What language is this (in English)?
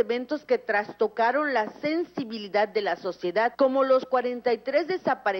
Spanish